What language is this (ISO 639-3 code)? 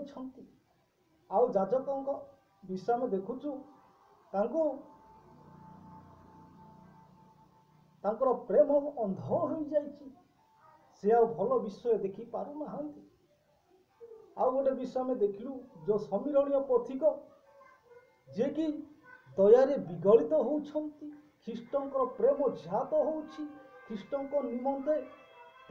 ori